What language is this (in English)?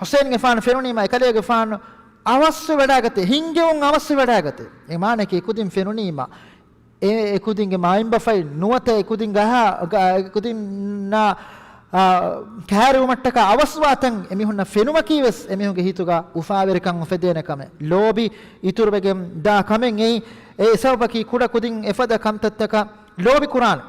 Divehi